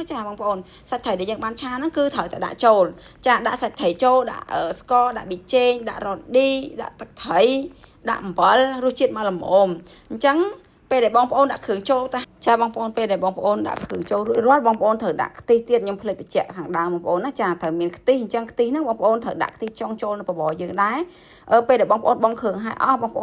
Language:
Khmer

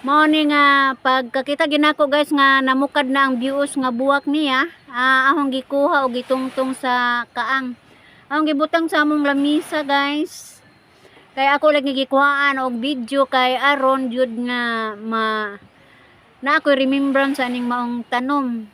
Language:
Cebuano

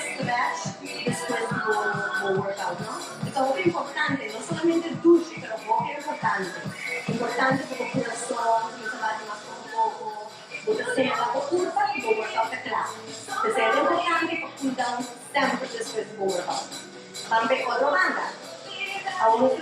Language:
Papiamento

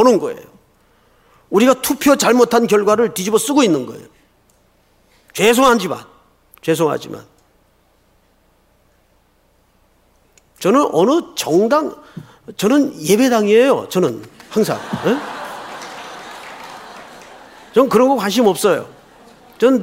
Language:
Korean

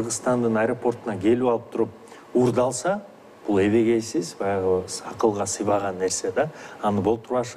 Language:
Kyrgyz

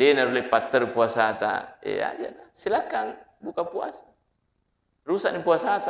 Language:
Buginese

